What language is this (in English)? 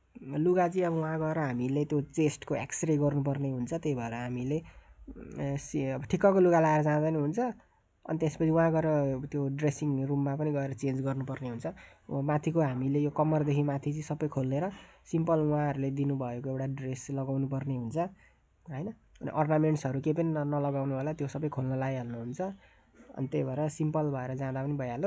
Nepali